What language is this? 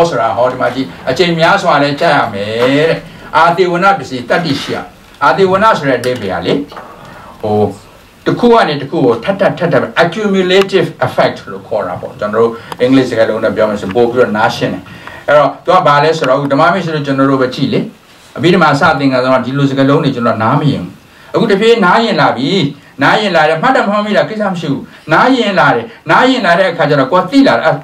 Burmese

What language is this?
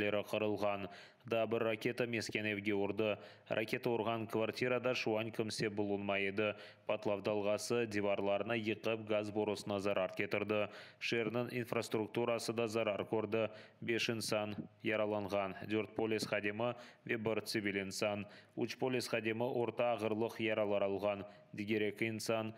Crimean Tatar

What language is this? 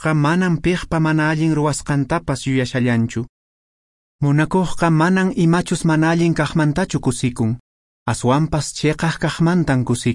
Quechua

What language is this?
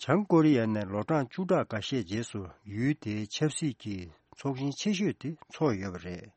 Tibetan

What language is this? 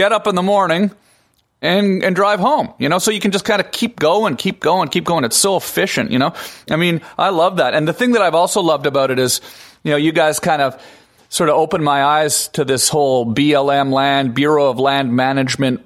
English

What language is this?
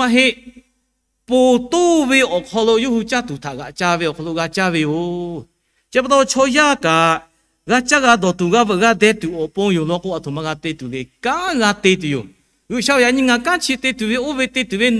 Lahu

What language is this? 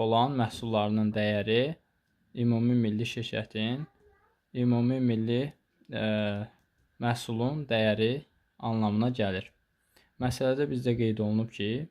Azerbaijani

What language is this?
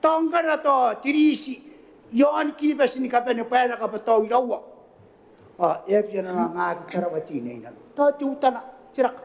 Gilbertese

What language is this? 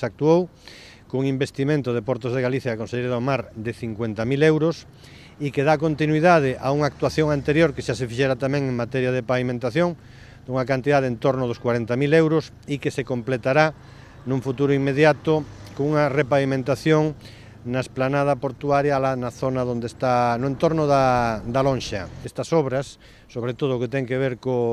Galician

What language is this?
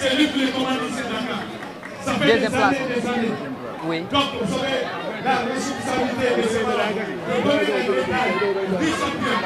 Fula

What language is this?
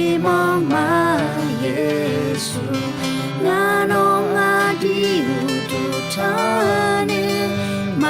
Akha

